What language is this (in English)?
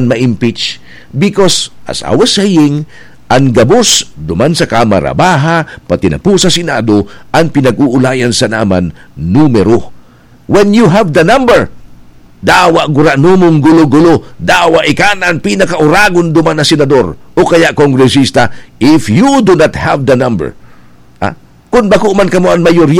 Bikol